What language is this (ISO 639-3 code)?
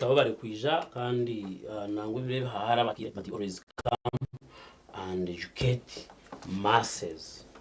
nyn